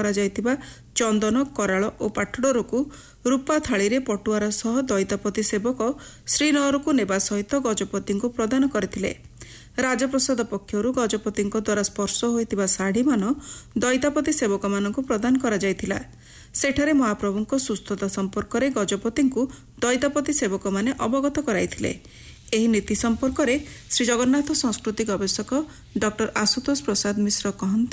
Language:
Odia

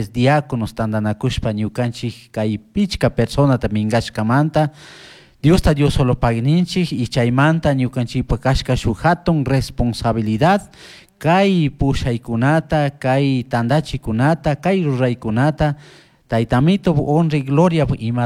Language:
Chimborazo Highland Quichua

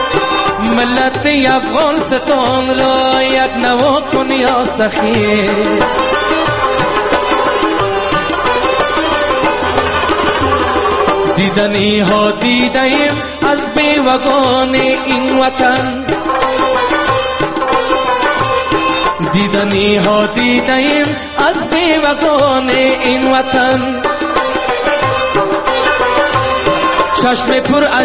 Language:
Persian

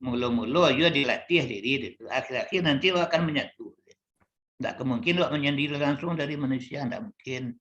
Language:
Minangkabau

